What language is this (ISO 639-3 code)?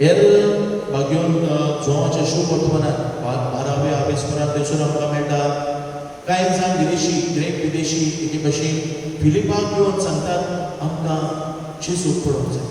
kok